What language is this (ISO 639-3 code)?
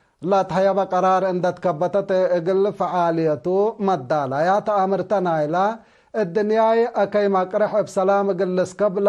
tig